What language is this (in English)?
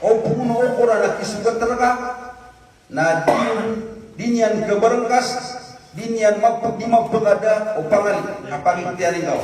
Maranao